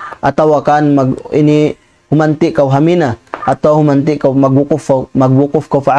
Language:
Tausug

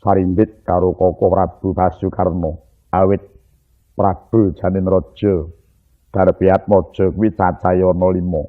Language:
Javanese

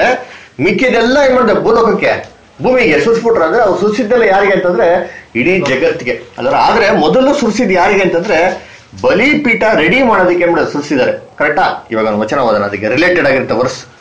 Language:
Kannada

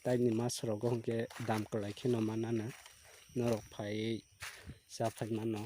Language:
Kok Borok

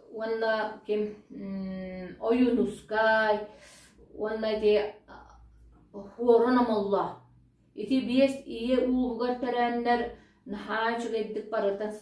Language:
Yakut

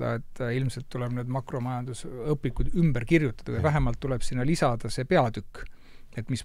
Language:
Estonian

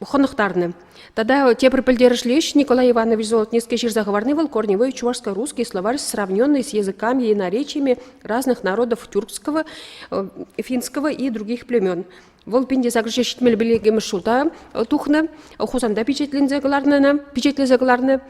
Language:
Chuvash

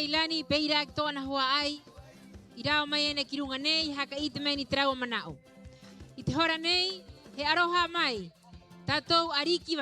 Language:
Rapanui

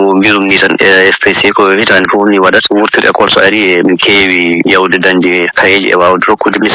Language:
Fula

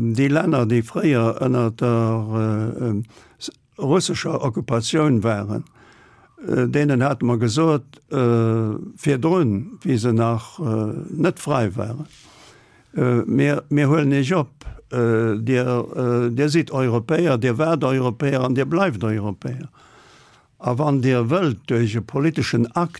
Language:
Luxembourgish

